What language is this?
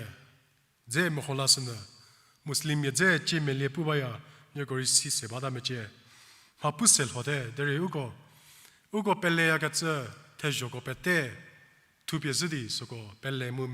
Angami Naga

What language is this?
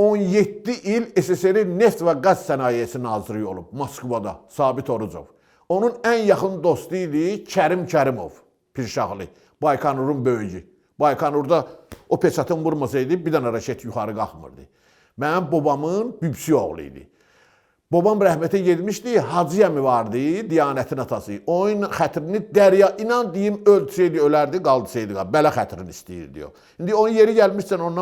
Azerbaijani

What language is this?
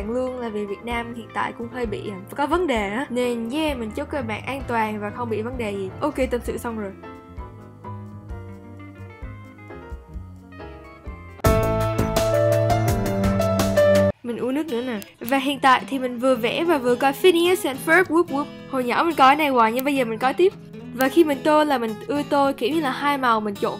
Vietnamese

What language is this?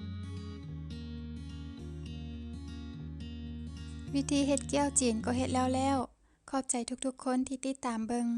Lao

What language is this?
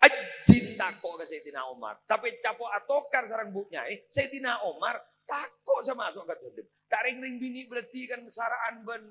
Madurese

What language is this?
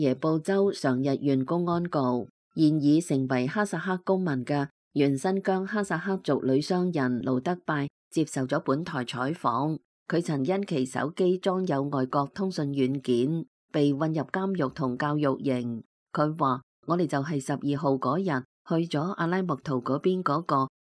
Cantonese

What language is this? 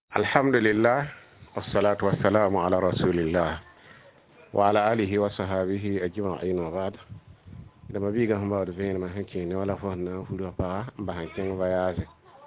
Mossi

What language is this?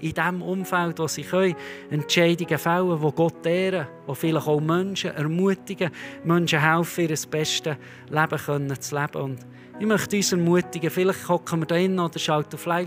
Swiss German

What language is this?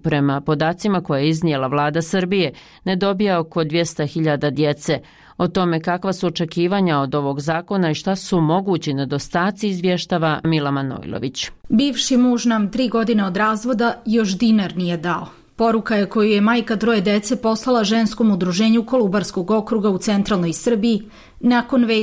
Serbian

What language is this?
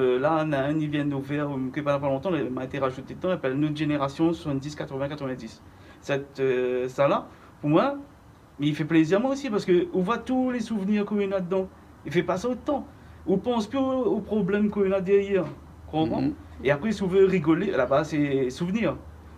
Réunion Creole French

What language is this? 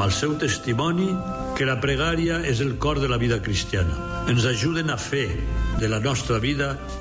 Catalan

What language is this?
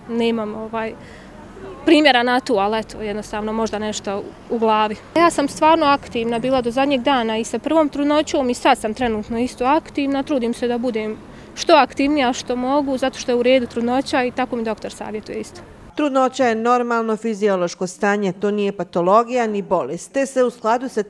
Bosnian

